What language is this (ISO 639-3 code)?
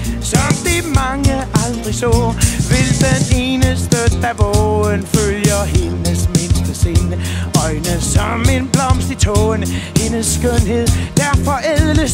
dan